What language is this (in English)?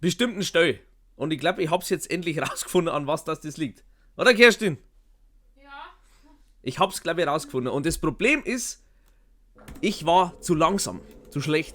Bavarian